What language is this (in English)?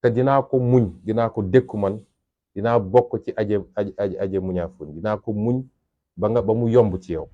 Wolof